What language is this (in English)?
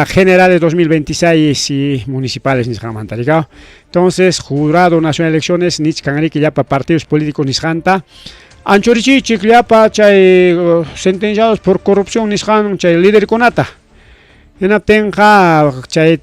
Ayacucho Quechua